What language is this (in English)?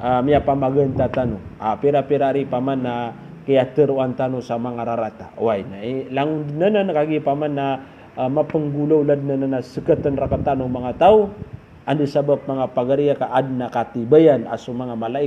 Maranao